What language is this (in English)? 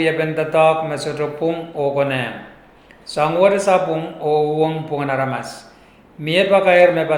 Pohnpeian